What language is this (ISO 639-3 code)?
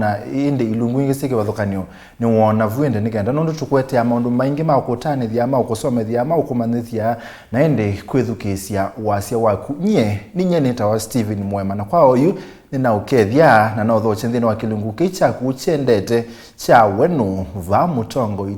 kam